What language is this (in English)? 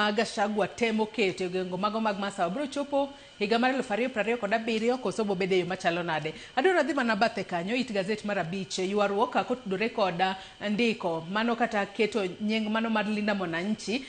Luo (Kenya and Tanzania)